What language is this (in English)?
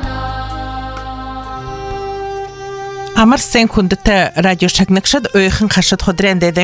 Buriat